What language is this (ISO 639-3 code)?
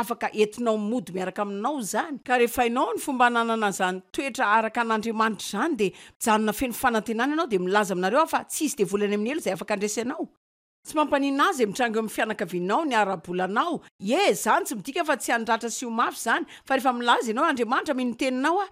mlg